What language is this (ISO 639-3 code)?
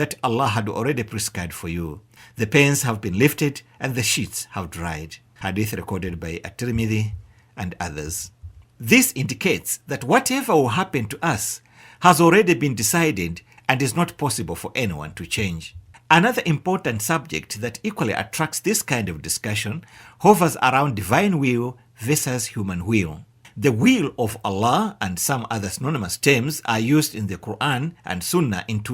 eng